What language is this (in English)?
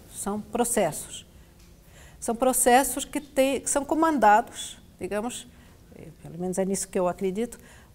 Portuguese